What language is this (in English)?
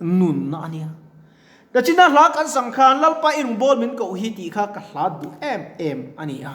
Mizo